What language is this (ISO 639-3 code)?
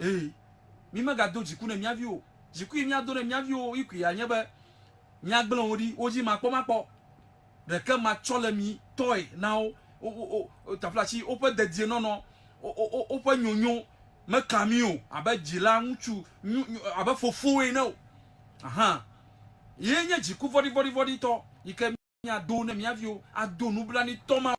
ewe